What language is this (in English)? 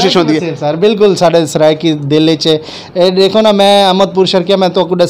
Saraiki